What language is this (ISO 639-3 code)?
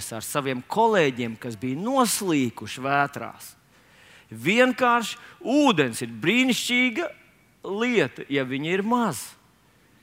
lav